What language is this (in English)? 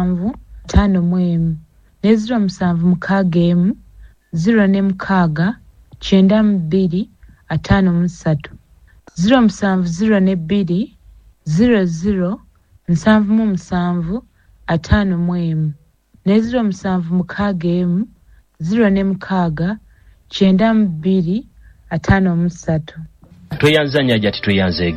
Ganda